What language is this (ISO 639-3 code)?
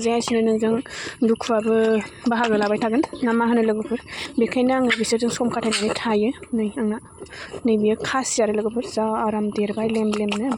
brx